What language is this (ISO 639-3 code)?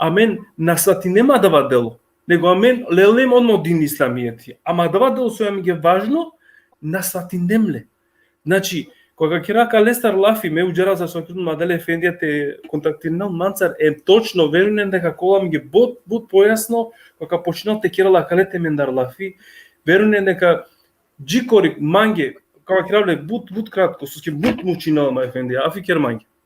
rmn